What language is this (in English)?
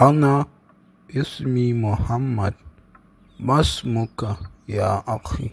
Hausa